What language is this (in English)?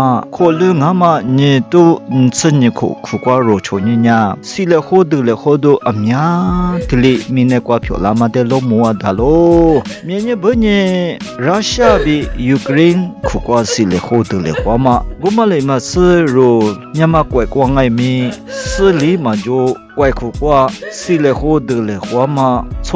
Lisu